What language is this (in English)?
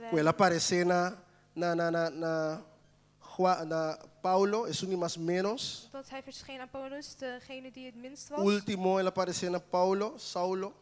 Papiamento